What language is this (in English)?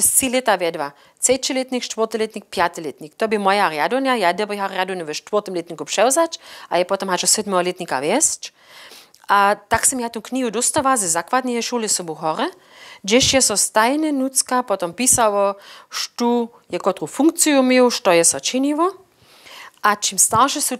Upper Sorbian